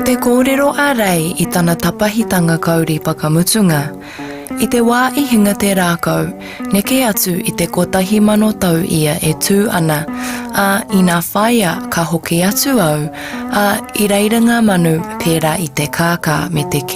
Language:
Māori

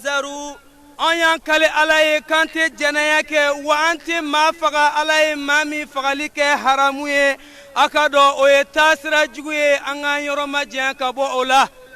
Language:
Bambara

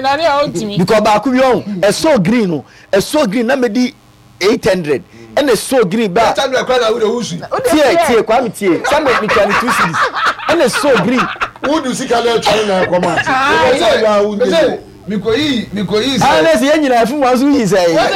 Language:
Akan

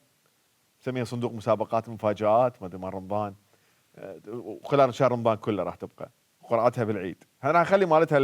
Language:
Mesopotamian Arabic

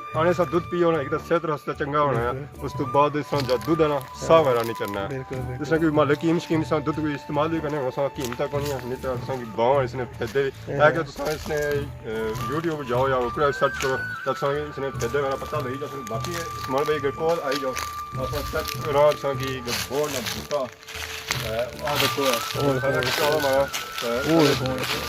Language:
Pahari-Potwari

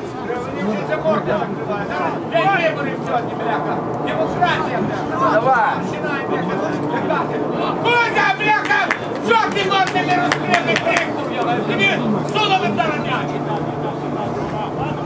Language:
Ukrainian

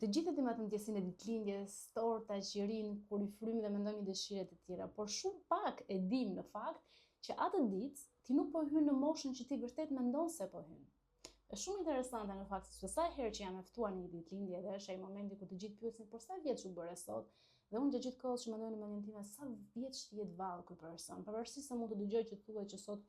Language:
Albanian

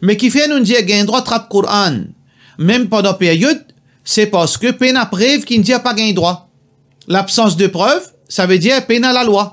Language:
Morisyen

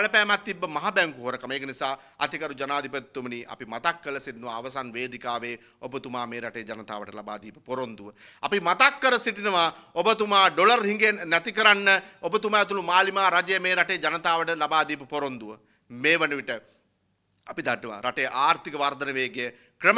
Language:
Sinhala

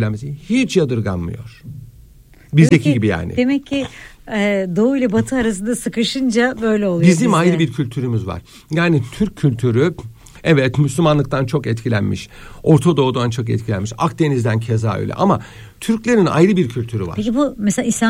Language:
Turkish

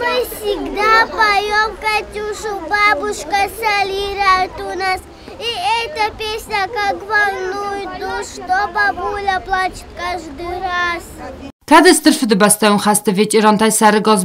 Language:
Ossetic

